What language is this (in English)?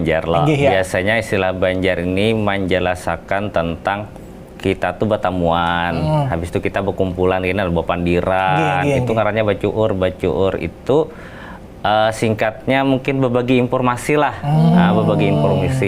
Banjar